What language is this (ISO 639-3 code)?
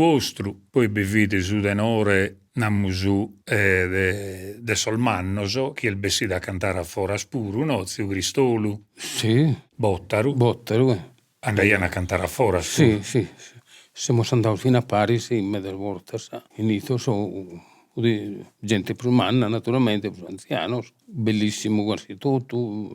srd